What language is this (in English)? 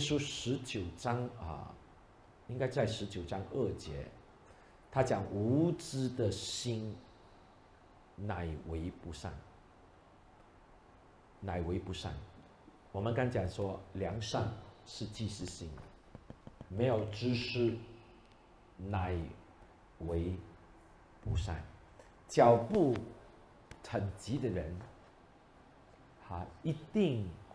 Chinese